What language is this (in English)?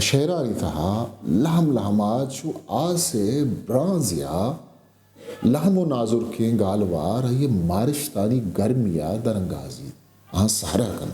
Eastern Balochi